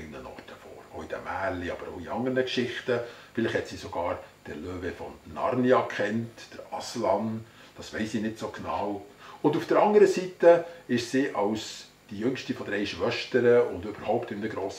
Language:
Swiss German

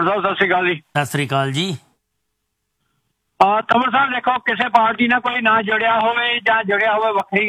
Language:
Punjabi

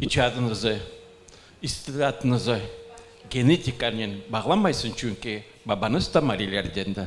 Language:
Crimean Tatar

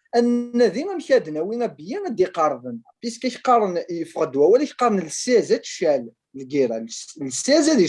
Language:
Kabyle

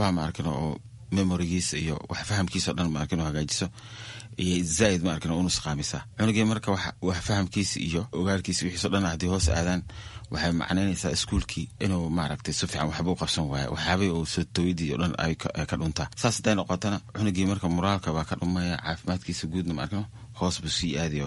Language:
Somali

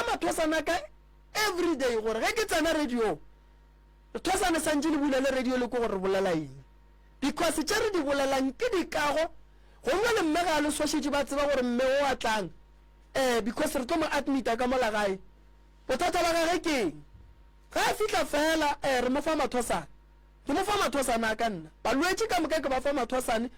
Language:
Northern Sotho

